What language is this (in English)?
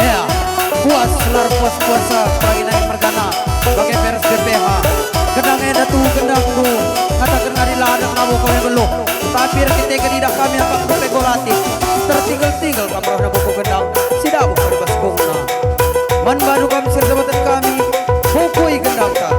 Batak Karo